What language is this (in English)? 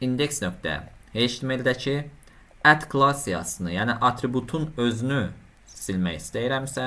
Azerbaijani